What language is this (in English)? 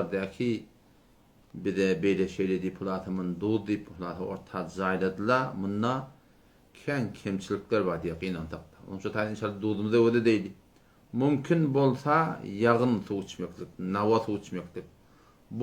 Turkmen